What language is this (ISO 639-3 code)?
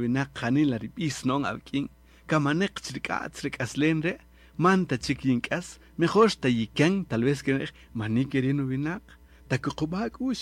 cak